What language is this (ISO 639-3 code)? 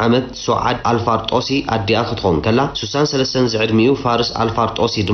tir